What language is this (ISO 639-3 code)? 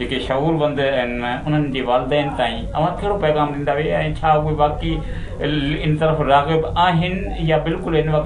snd